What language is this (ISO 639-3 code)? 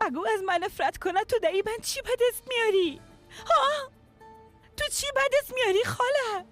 fas